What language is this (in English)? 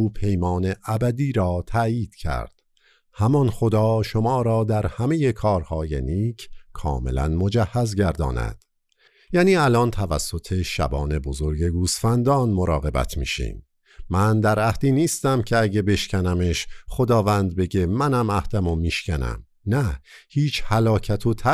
Persian